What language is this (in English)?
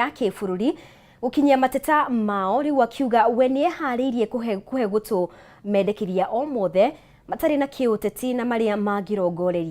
Kikuyu